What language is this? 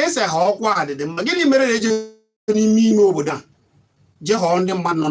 Igbo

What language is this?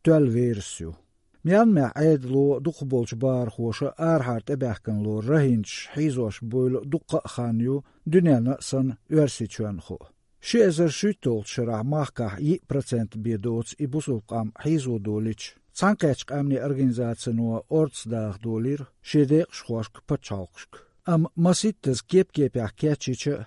Latvian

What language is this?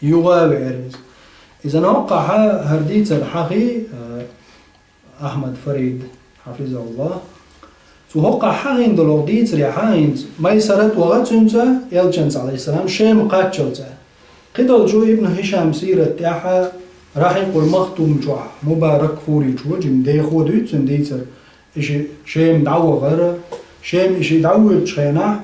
Chechen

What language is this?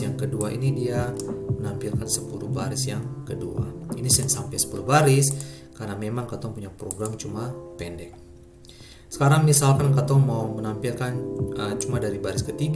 Ambonese Malay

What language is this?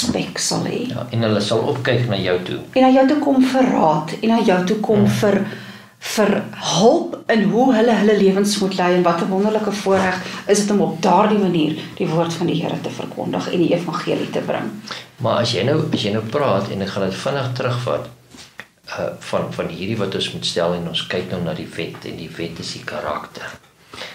Afrikaans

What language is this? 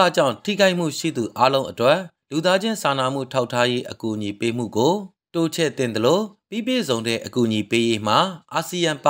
Burmese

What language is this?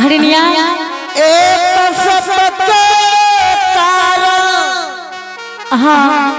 Angika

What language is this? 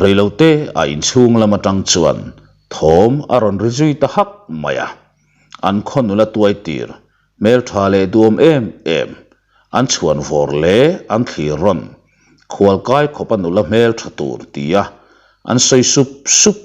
Mizo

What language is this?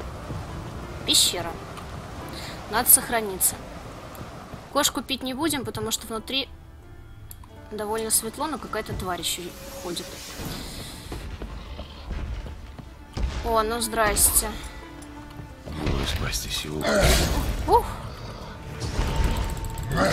Russian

